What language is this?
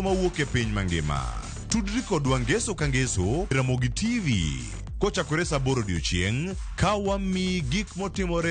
Luo (Kenya and Tanzania)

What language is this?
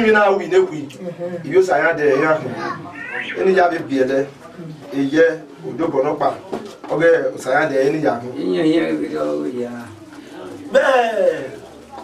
Bini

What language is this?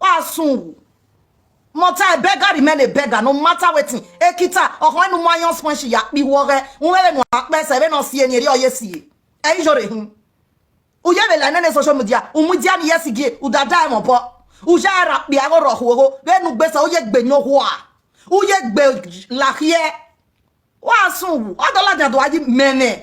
Nigerian Pidgin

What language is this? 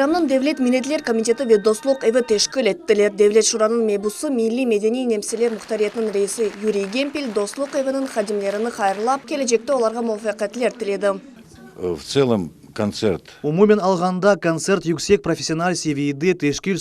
Crimean Tatar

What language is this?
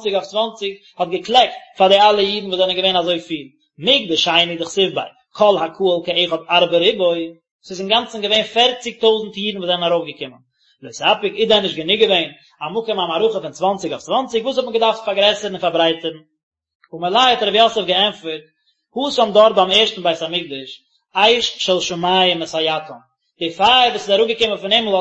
Yiddish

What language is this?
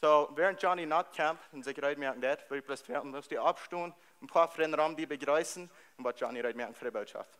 Plautdietsch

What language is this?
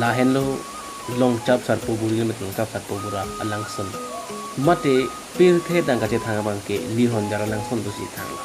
Karbi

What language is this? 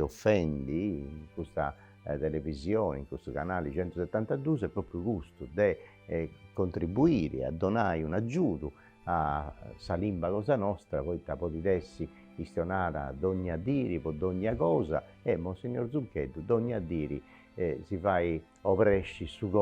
Sardinian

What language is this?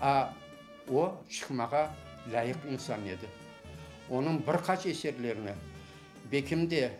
Crimean Tatar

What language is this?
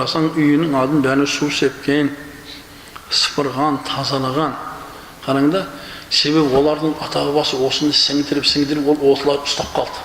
Kazakh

